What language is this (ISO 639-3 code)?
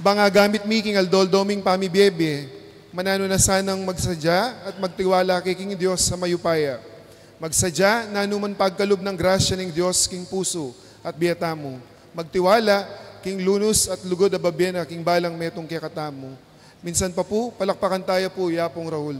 pam